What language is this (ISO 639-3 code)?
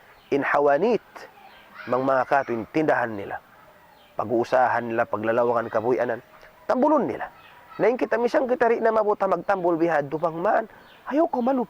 tsg